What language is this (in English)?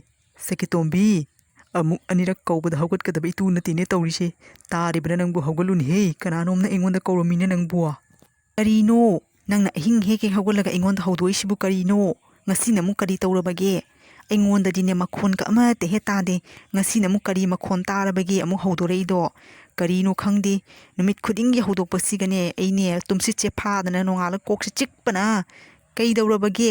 Manipuri